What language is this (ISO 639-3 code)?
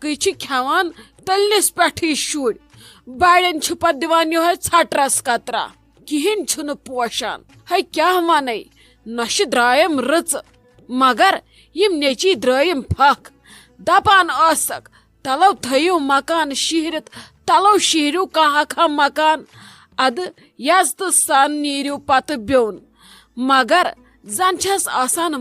kas